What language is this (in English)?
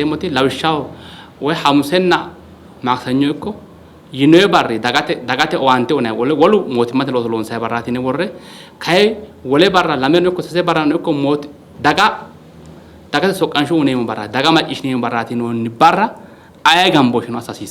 Sidamo